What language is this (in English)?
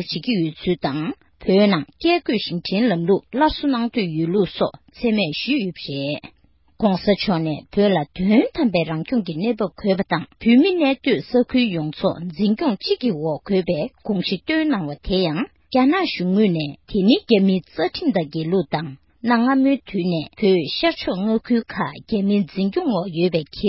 Tibetan